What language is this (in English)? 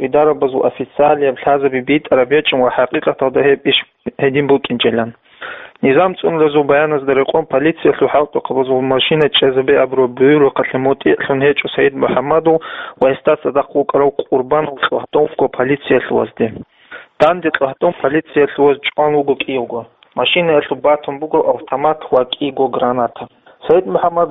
Avaric